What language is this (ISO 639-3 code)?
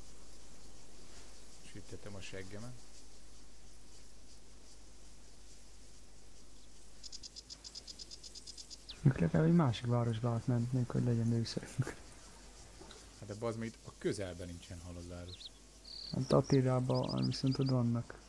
hun